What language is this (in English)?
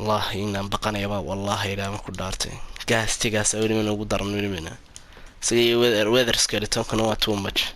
Somali